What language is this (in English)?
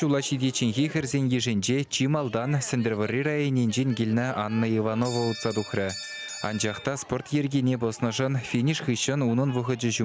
Chuvash